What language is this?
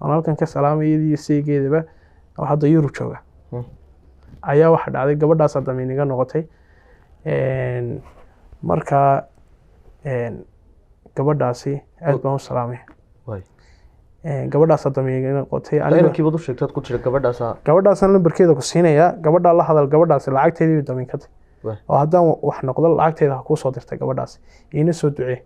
Somali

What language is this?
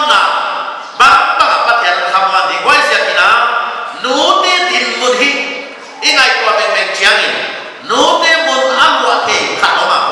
Paite Chin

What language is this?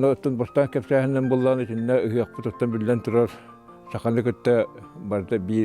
Yakut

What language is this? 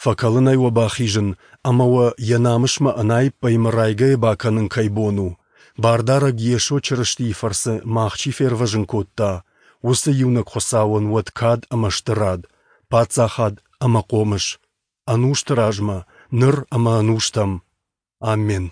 Ossetic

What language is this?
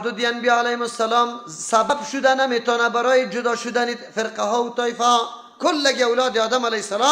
Persian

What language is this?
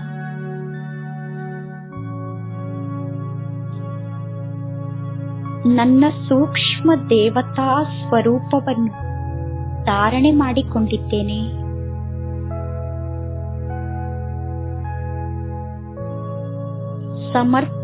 Kannada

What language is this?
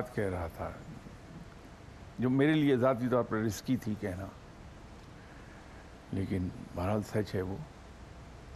Urdu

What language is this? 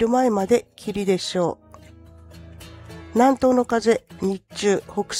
Japanese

